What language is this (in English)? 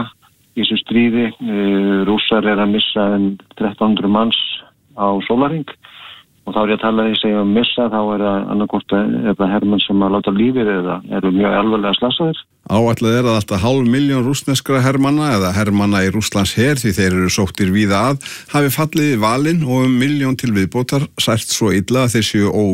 Icelandic